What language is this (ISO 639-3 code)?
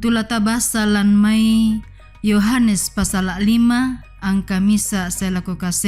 sda